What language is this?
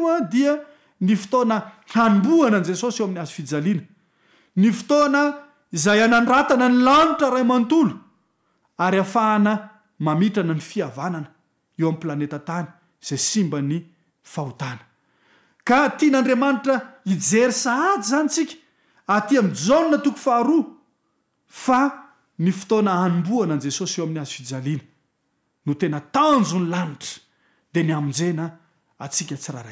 Malagasy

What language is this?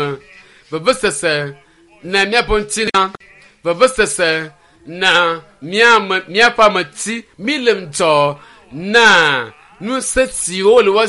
Ewe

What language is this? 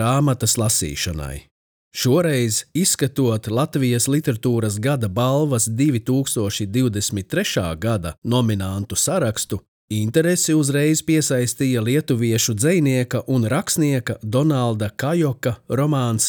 Latvian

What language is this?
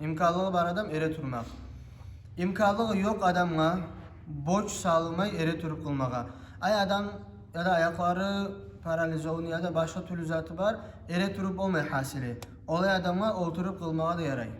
Kumyk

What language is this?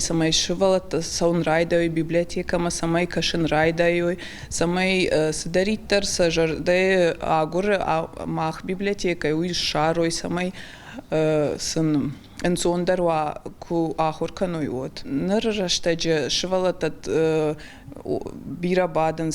Ossetic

